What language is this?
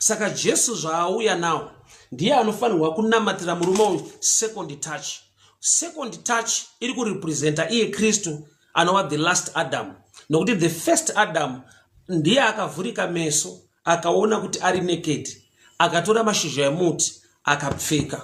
Shona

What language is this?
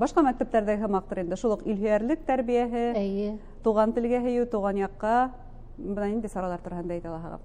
Bashkir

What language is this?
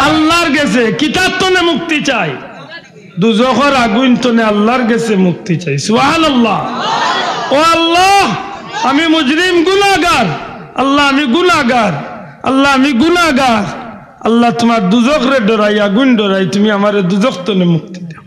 Sylheti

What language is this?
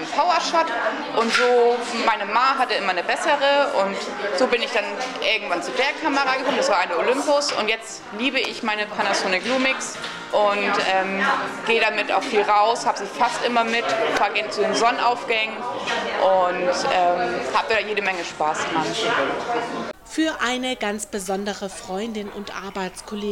German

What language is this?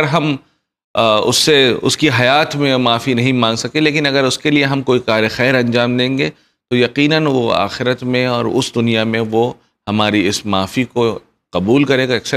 Urdu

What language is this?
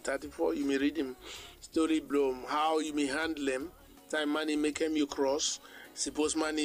Bislama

